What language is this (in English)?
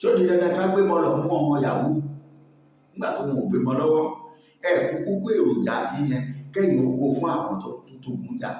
Yoruba